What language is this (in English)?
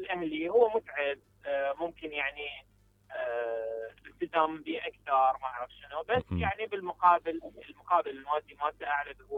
Mesopotamian Arabic